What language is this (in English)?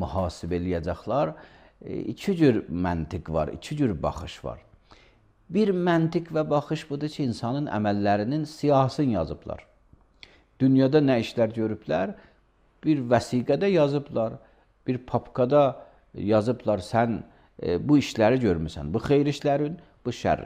Azerbaijani